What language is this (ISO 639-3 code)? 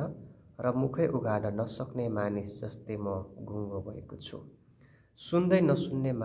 nep